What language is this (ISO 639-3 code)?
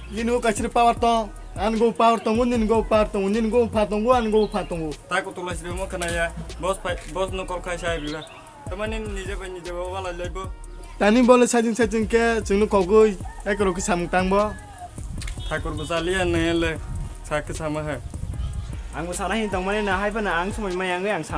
trp